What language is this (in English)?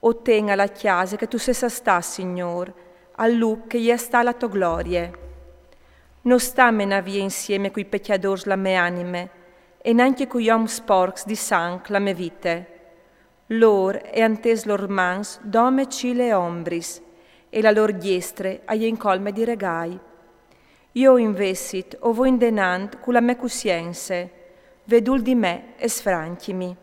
Friulian